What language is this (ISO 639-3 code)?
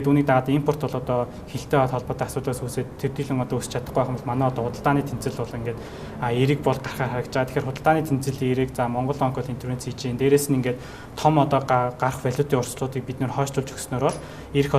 mon